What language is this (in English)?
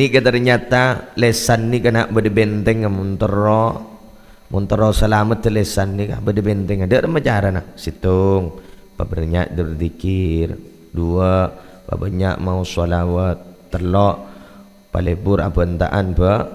Madurese